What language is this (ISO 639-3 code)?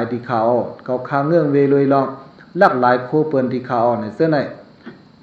shn